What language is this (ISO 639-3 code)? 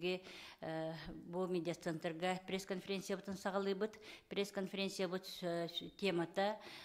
sah